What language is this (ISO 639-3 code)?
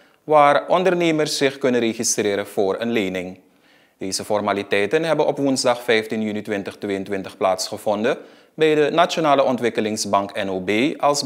nld